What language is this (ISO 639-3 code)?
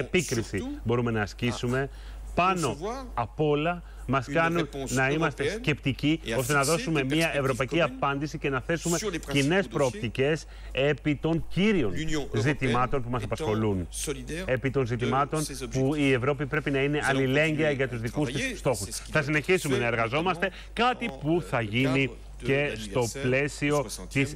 ell